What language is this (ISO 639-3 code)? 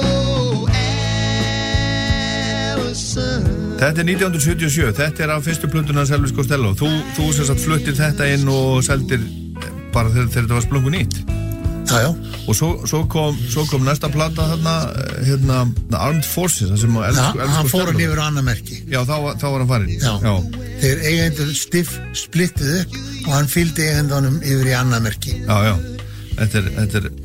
isl